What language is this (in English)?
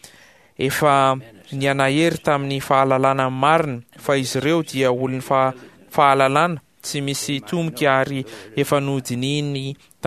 Malagasy